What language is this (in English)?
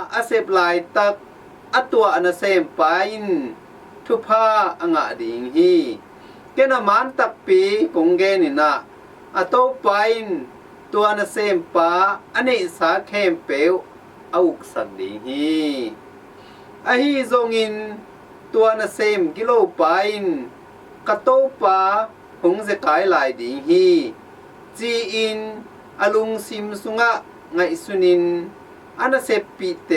Tedim Chin